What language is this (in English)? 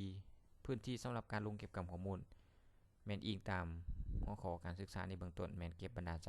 Lao